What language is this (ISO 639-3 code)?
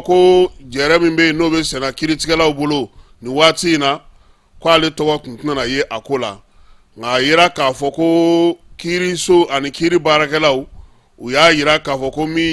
bam